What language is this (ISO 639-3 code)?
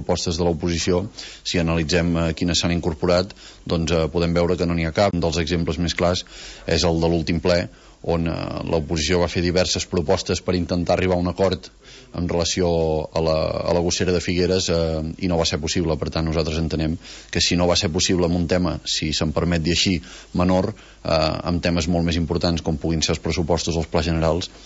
cat